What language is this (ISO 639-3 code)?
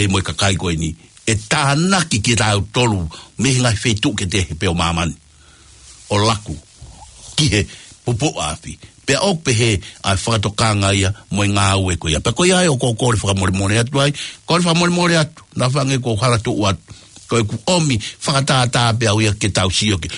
ton